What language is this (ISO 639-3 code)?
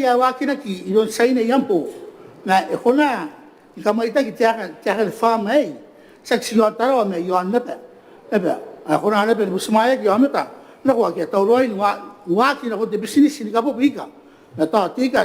gil